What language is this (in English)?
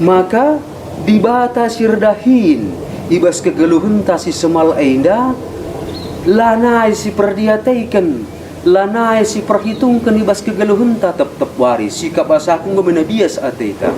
Batak Karo